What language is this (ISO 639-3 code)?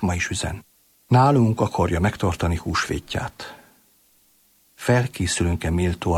hun